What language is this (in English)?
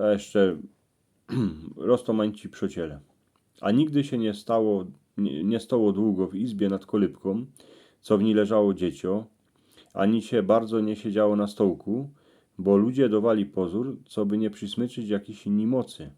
Silesian